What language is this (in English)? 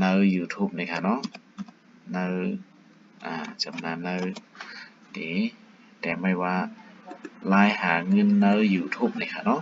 Shan